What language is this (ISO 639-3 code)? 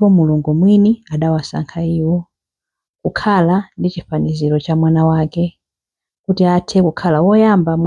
nya